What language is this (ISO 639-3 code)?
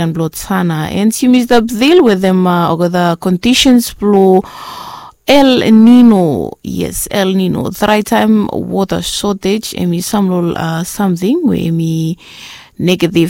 bis